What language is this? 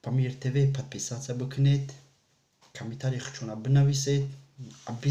Tajik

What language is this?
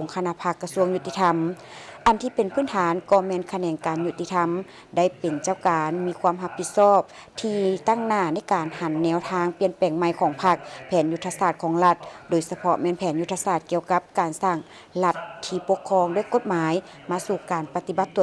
Lao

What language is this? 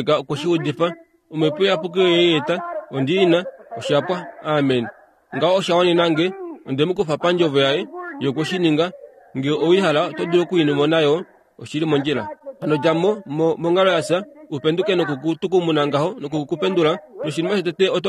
Kuanyama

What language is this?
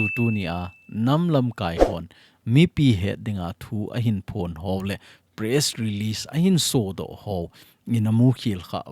Thado Chin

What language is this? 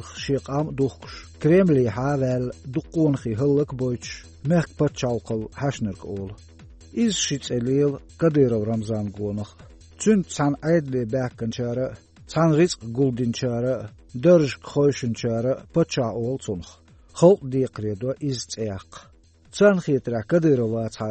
Chechen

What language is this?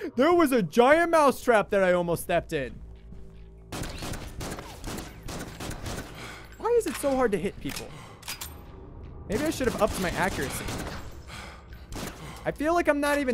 English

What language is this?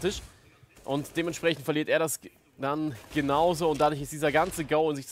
German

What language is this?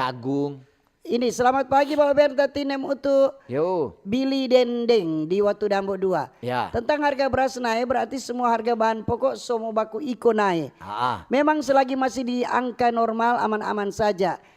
Manado Malay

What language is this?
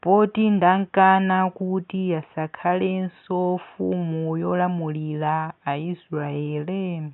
Nyanja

